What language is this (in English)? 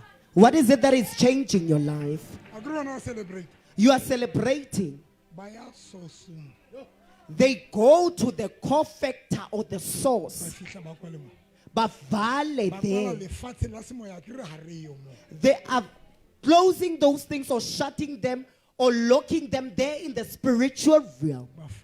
Southern Sotho